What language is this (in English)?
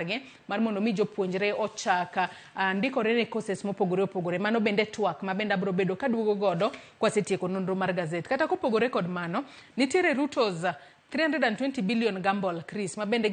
Luo (Kenya and Tanzania)